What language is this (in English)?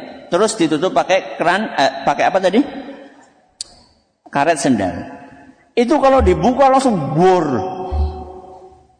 Indonesian